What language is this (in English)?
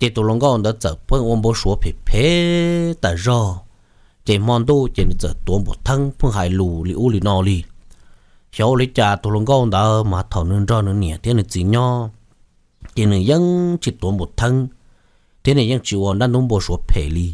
Hmong